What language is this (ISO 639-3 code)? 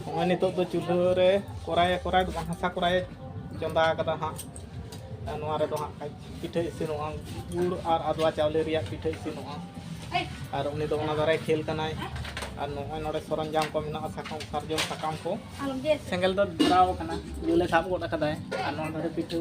sat